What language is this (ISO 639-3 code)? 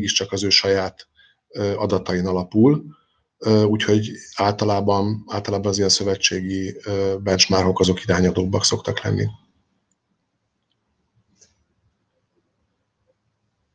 hun